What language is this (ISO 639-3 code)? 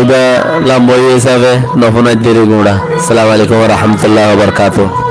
rhg